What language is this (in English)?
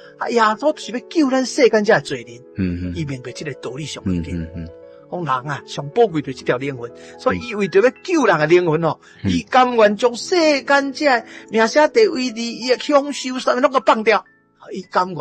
Min Nan Chinese